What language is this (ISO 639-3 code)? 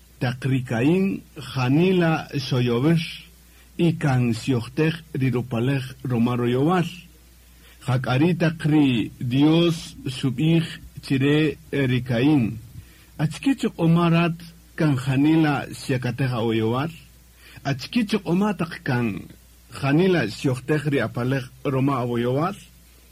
cak